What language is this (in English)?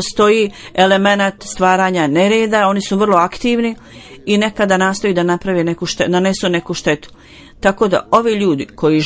Bosnian